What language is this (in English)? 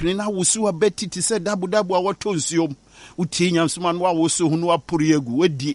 Akan